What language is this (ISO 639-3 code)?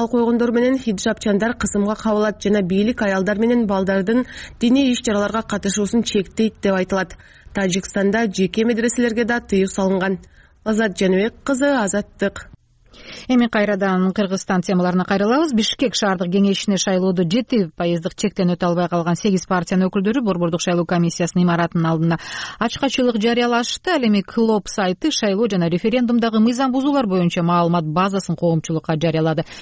kir